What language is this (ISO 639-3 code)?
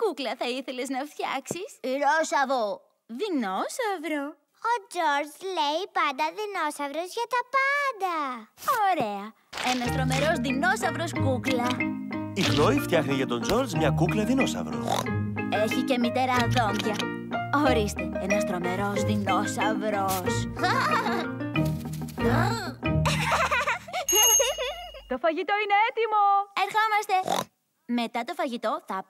ell